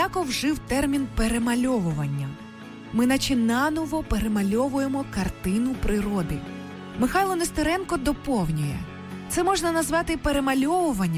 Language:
Ukrainian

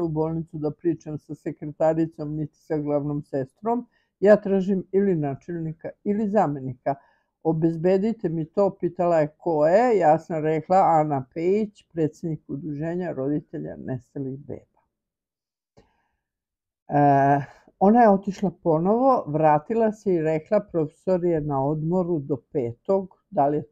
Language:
Serbian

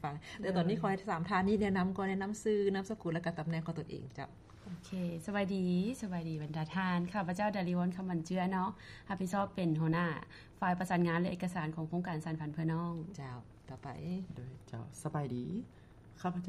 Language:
Lao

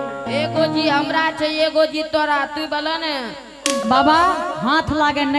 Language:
Angika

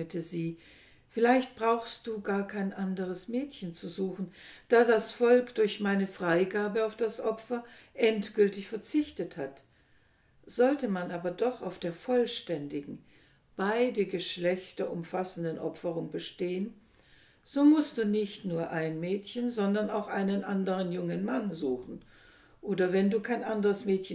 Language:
German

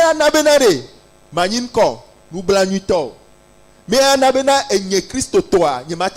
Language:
Ewe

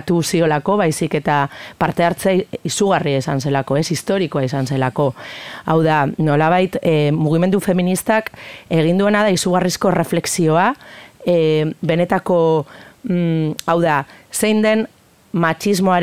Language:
Basque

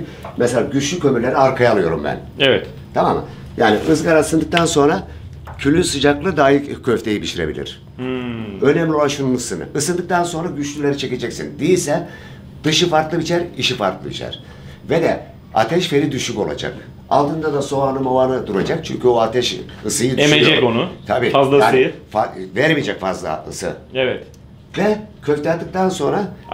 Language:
Turkish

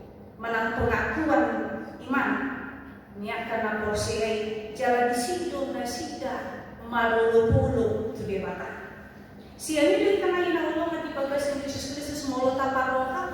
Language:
Batak Toba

